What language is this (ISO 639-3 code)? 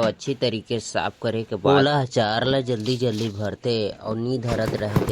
hne